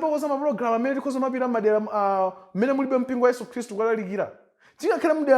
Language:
Nyanja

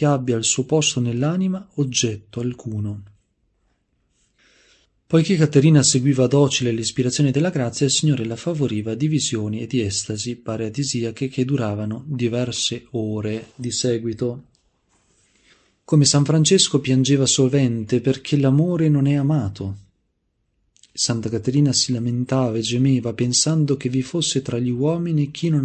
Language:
Italian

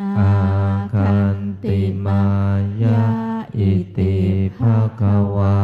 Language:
Pali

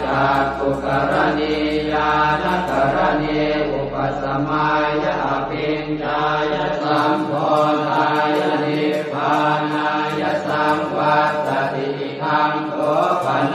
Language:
Pali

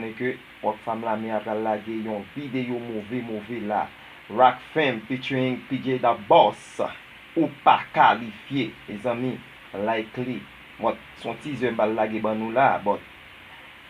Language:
Haitian Creole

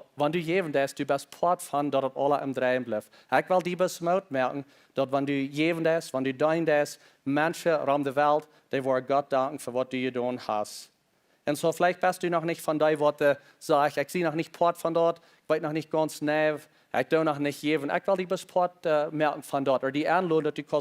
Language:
Plautdietsch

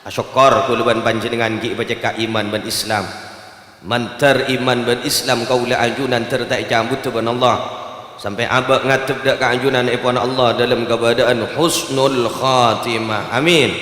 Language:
Madurese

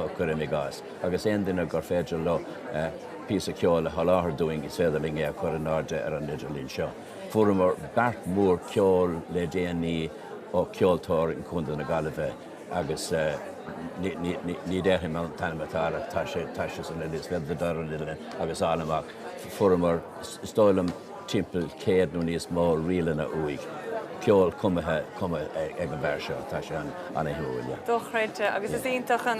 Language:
Irish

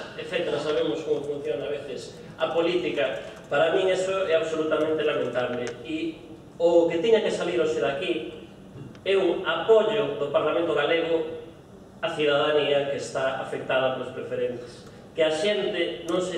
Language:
Galician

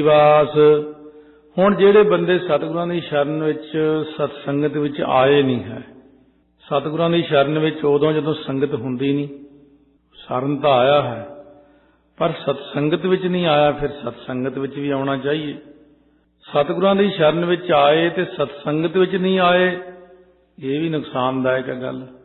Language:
Punjabi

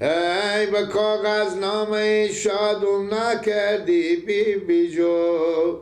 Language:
Persian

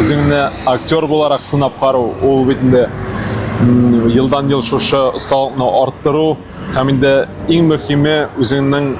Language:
Tatar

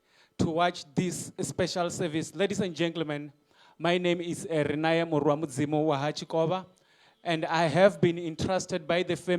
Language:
Venda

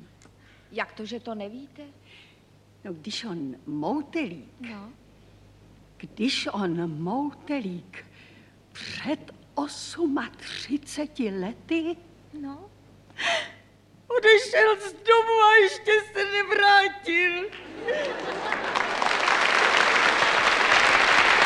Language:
Czech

